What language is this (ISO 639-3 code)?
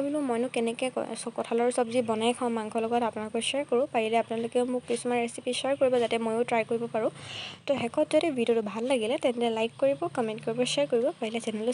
asm